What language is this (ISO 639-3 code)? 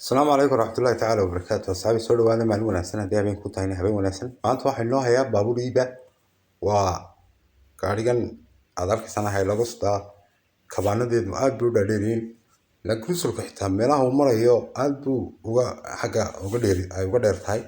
som